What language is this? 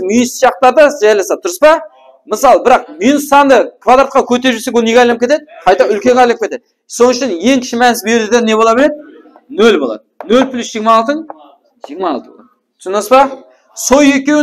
Kara-Kalpak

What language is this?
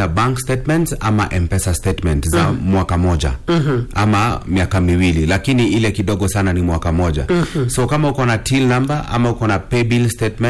Swahili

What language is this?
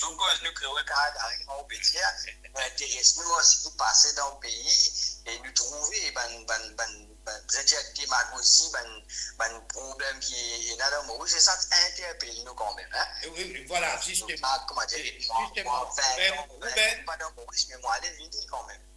Morisyen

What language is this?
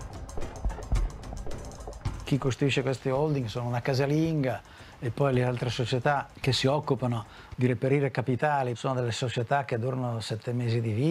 Italian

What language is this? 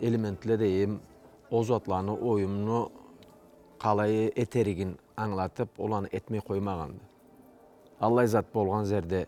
Karachay-Balkar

